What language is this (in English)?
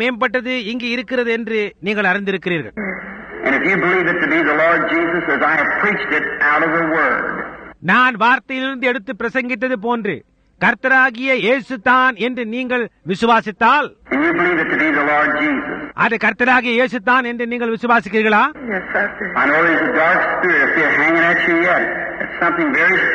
Tamil